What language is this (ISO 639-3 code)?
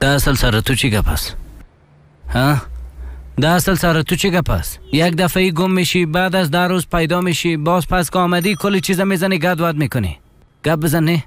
fas